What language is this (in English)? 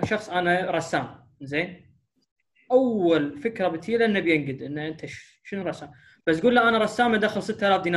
Gulf Arabic